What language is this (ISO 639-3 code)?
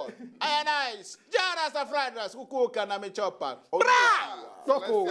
pcm